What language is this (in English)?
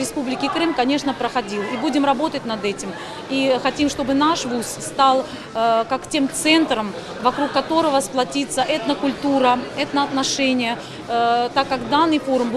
Crimean Tatar